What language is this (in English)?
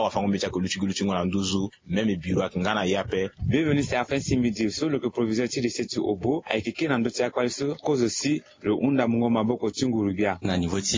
Sango